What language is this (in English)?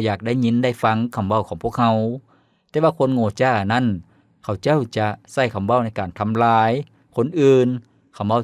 Lao